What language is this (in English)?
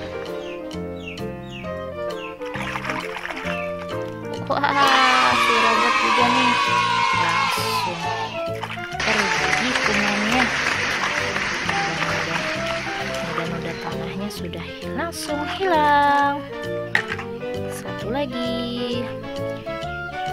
Indonesian